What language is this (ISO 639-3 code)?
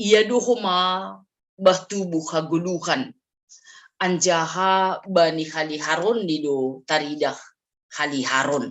bts